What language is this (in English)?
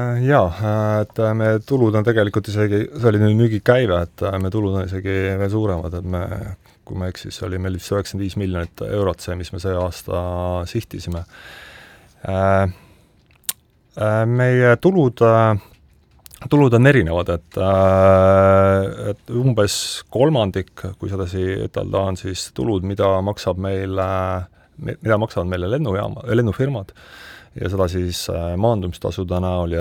Estonian